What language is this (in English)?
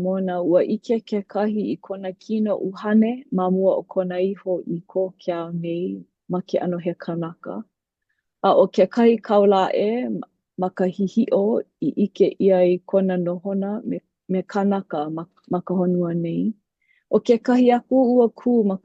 Hawaiian